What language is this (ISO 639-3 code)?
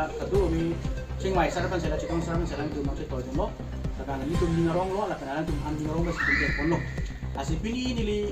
mjw